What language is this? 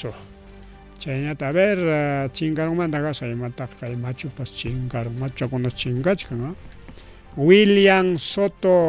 Ayacucho Quechua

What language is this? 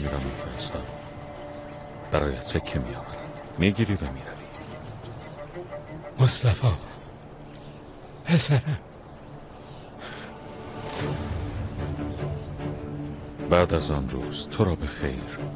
Persian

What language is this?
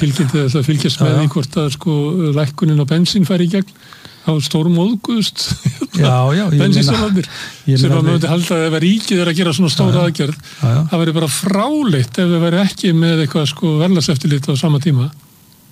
Icelandic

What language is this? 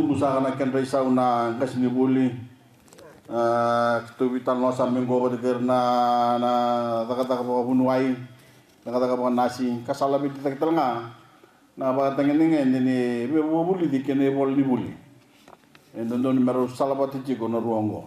Fijian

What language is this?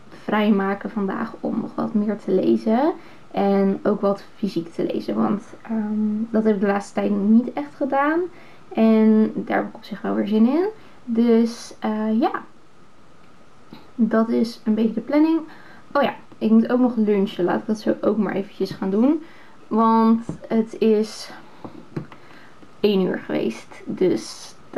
Dutch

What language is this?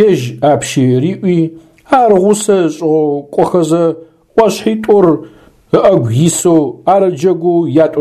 Adyghe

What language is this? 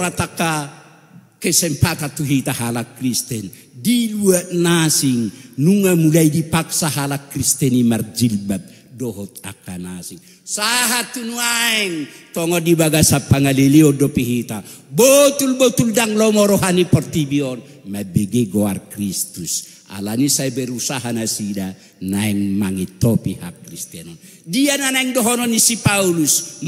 Batak Toba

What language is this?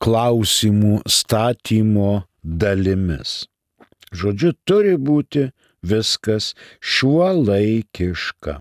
Lithuanian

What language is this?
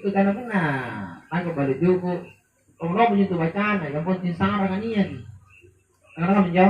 Makasar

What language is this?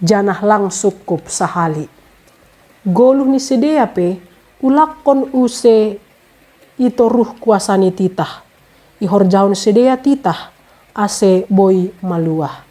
Batak Simalungun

